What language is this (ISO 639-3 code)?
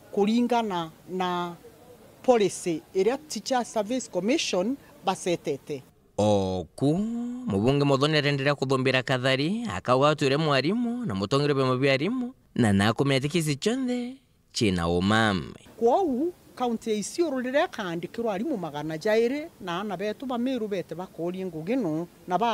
mer